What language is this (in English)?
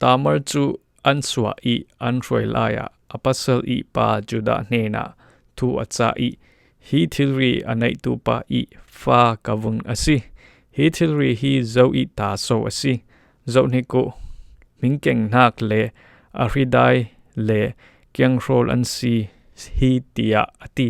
Falam Chin